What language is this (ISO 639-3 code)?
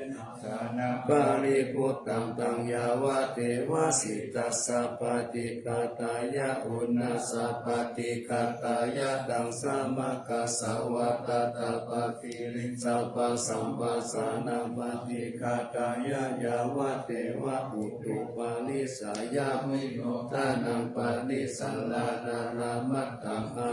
pli